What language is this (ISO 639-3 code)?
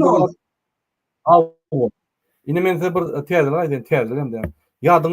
tuk